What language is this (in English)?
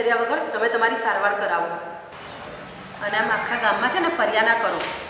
Gujarati